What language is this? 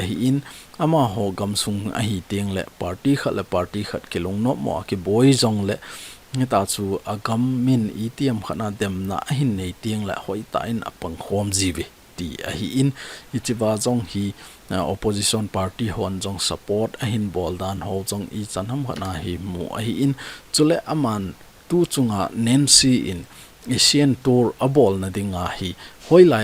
Thado Chin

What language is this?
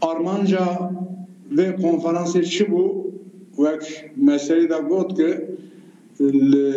Kurdish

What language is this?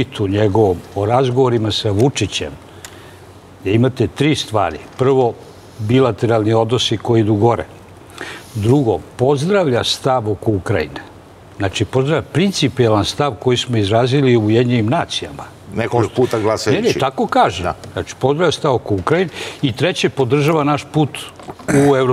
Serbian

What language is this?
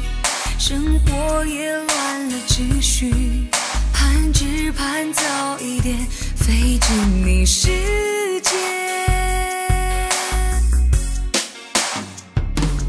Chinese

